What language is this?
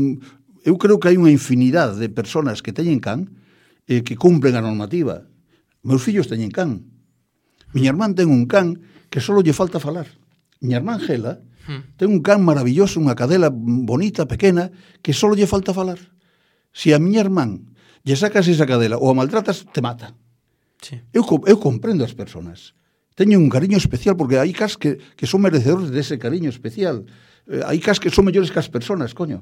Galician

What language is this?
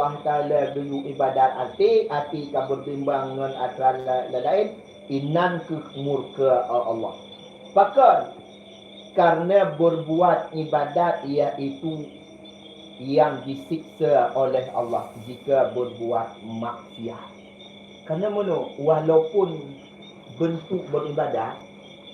Achinese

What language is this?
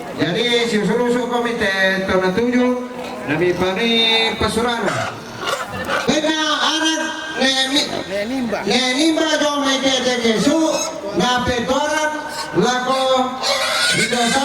Toraja-Sa'dan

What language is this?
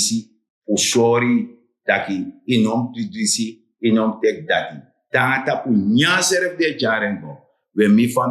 Sranan Tongo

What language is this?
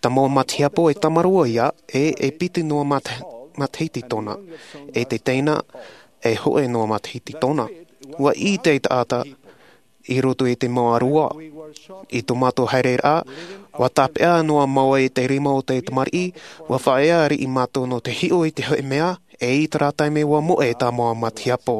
Tahitian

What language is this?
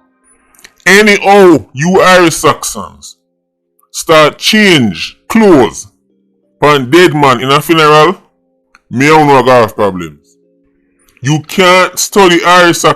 Jamaican Creole English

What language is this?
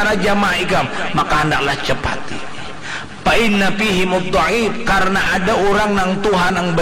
Banjar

